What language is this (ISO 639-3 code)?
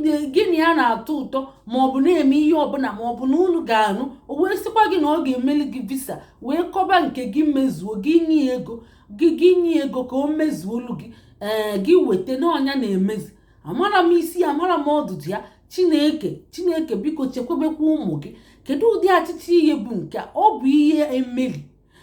ibo